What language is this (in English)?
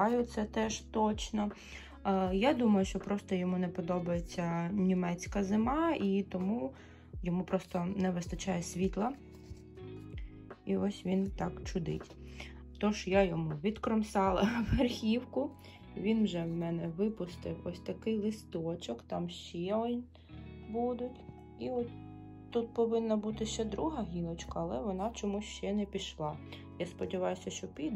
Ukrainian